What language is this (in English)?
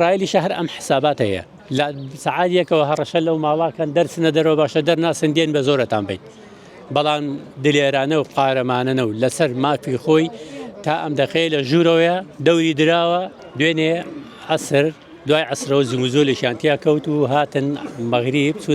Central Kurdish